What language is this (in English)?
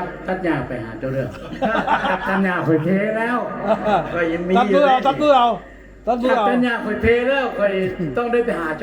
Lao